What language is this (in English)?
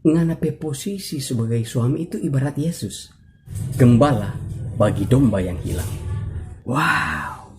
Manado Malay